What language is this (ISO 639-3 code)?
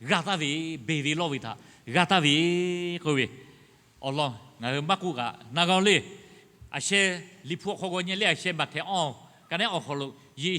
lhu